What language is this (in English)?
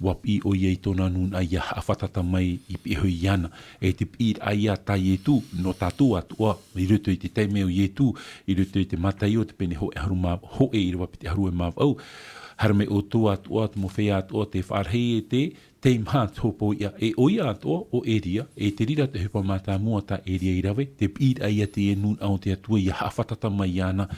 Tahitian